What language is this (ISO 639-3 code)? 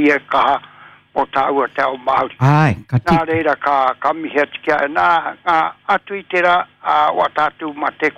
mri